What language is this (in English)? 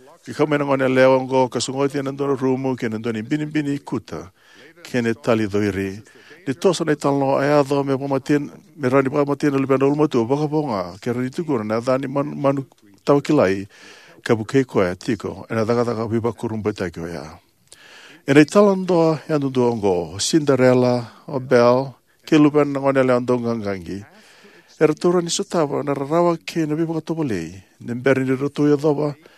Fijian